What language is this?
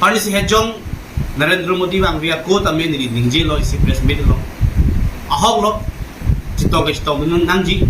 Karbi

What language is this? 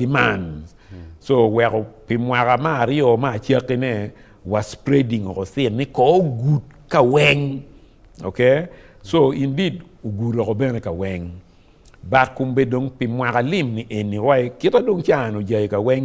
Acoli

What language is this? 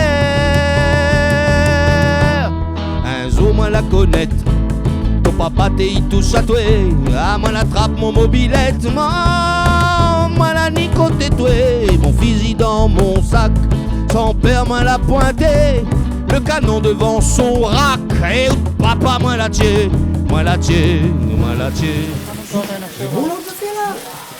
Réunion Creole French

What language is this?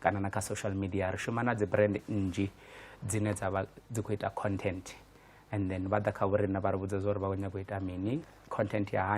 Venda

